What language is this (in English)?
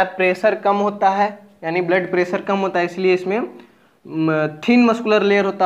Hindi